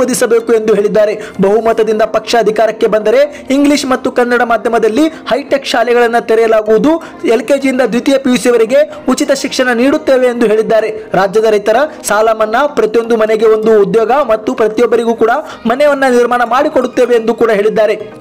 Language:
Kannada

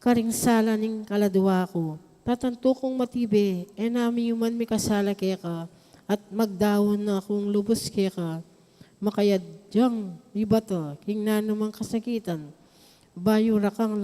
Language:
Pampanga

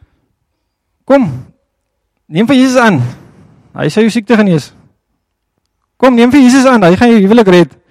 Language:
Afrikaans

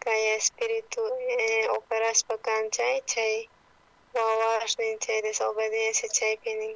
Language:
South Bolivian Quechua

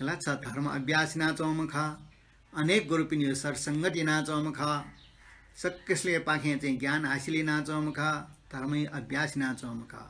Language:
Newari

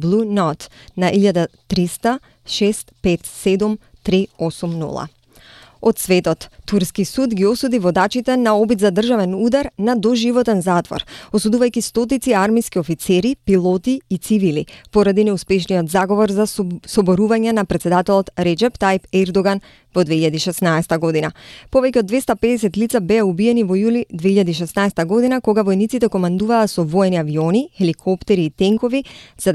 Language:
Macedonian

